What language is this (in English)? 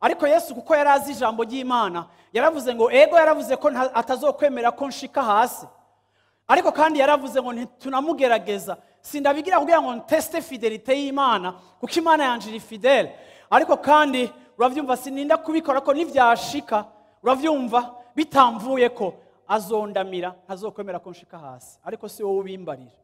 Rundi